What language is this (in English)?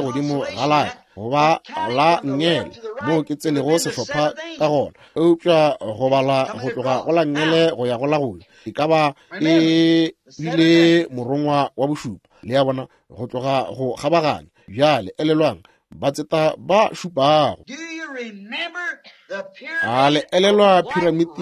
Northern Sotho